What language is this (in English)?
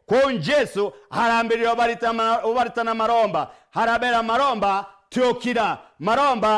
Meru